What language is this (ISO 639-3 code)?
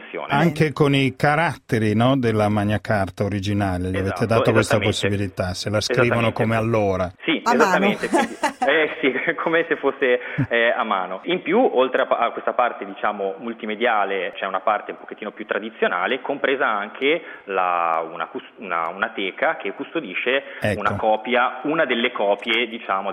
ita